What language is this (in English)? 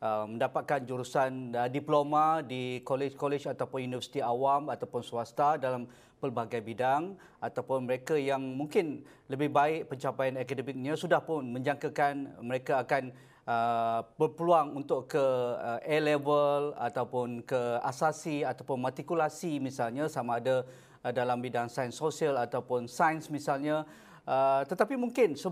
Malay